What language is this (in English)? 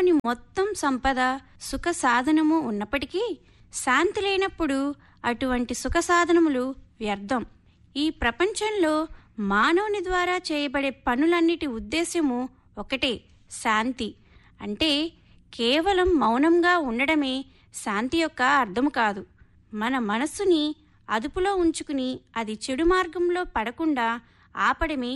Telugu